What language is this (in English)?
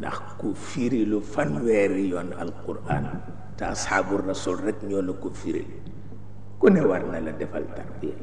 Wolof